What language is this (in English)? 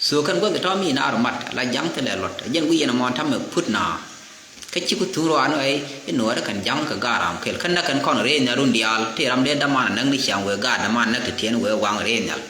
Nuer